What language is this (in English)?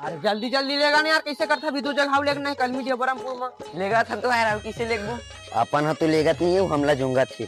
Chhattisgarhi